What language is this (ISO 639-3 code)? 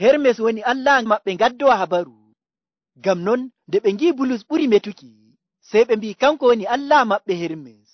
fuv